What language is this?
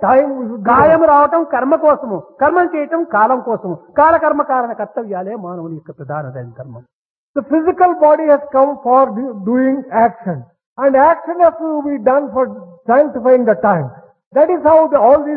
Telugu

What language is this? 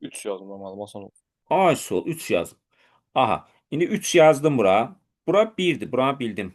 Azerbaijani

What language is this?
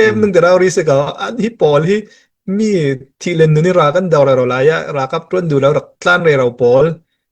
Falam Chin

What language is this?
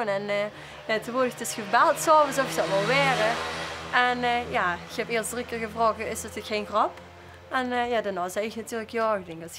Limburgish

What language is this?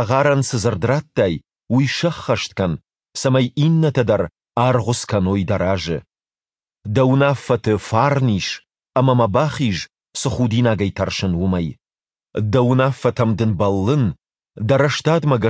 Ossetic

